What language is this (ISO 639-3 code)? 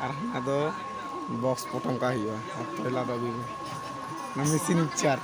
sat